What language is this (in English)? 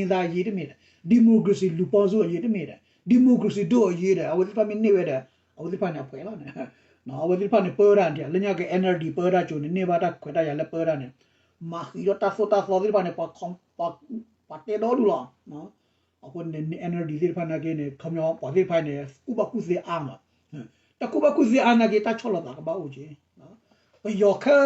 S'gaw Karen